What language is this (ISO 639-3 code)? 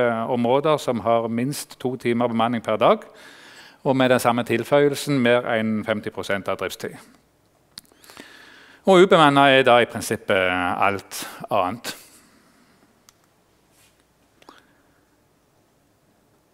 nor